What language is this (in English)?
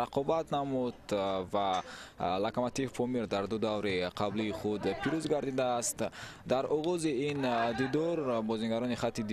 Tajik